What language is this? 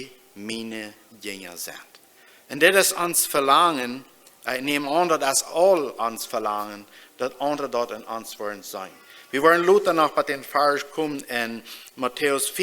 Plautdietsch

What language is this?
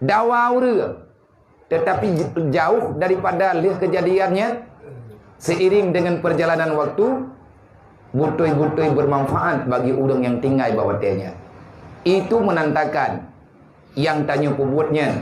Achinese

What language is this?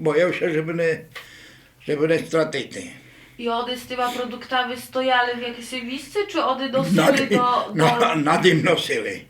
Rusyn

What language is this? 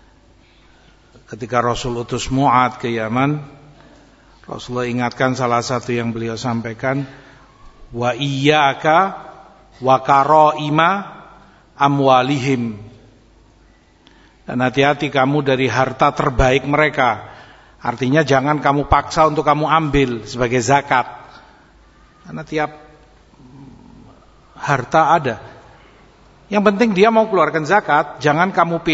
Indonesian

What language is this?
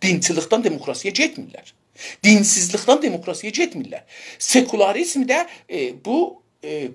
South Azerbaijani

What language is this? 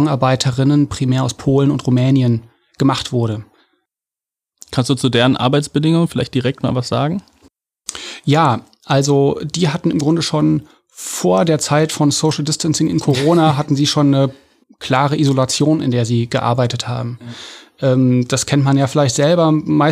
German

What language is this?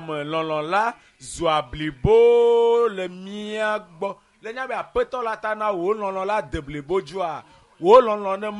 Ewe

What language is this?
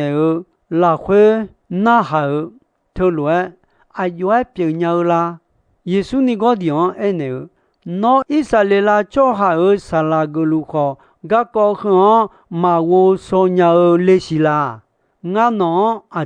Akha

